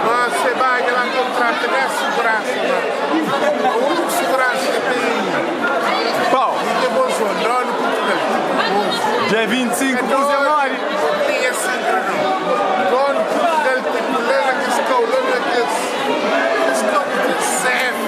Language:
Kabuverdianu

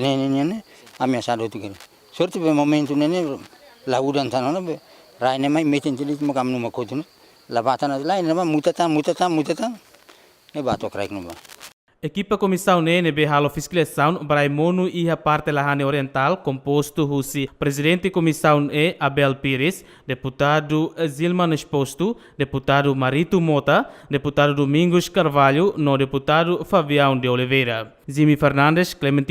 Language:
Tetum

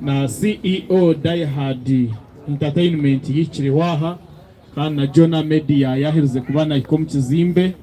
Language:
Nyankole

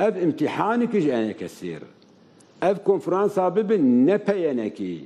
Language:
Kurdish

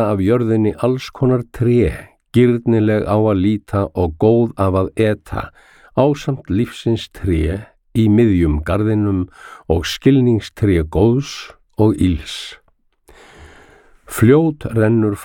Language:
Icelandic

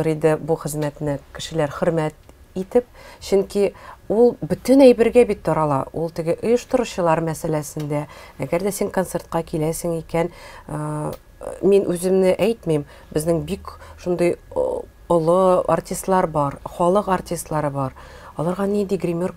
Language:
Tatar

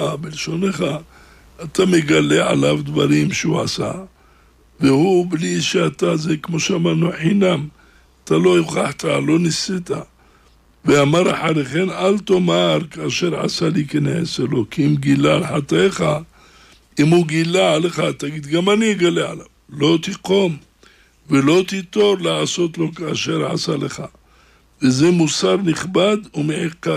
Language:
Hebrew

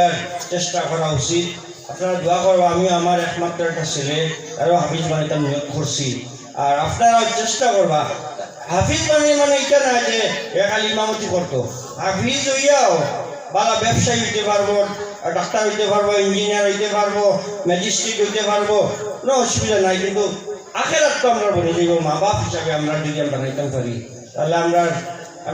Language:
Sylheti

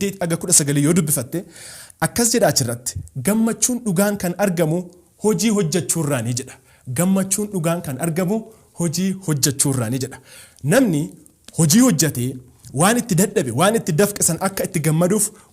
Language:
Oromo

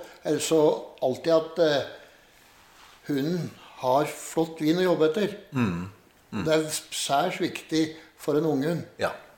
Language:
Norwegian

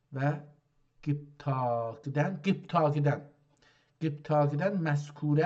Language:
South Azerbaijani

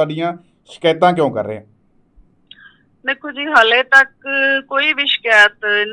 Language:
Punjabi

